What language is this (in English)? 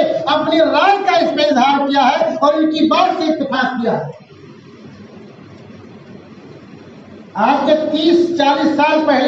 Urdu